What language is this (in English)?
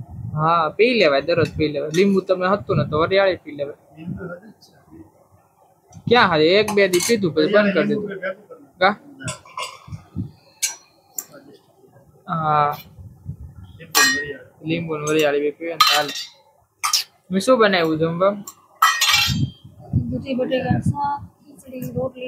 Gujarati